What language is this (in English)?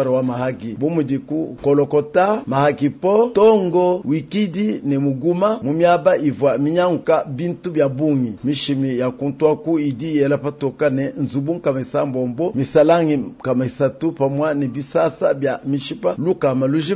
Luba-Lulua